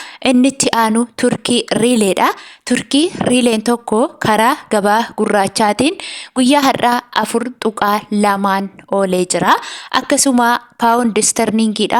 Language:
Oromo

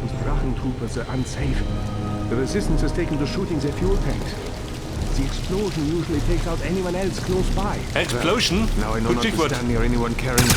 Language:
Bavarian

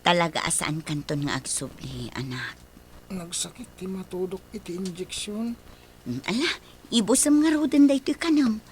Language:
Iloko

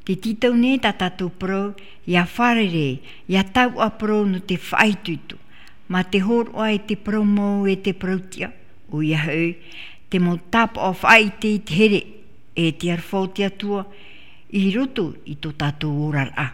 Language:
Tahitian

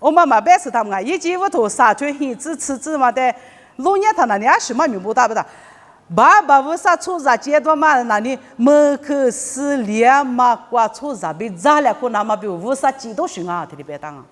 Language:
Lisu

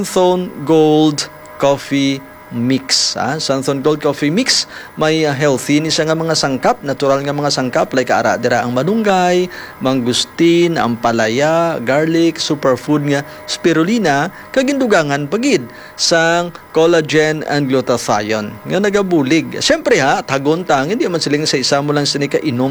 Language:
Hiligaynon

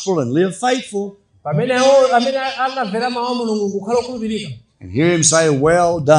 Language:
Nyanja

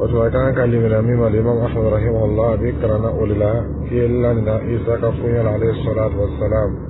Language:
Dyula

